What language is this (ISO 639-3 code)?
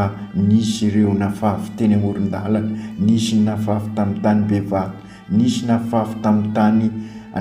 mlg